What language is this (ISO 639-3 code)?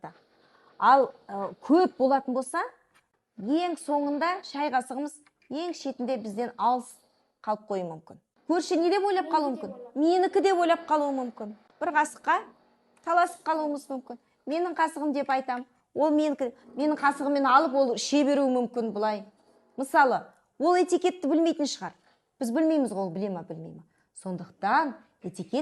kaz